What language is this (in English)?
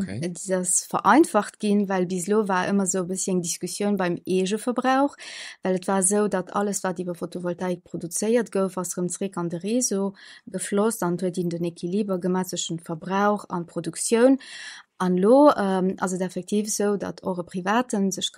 Luxembourgish